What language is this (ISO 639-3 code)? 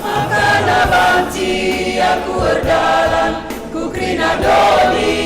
btx